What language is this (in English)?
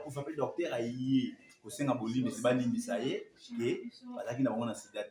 Lingala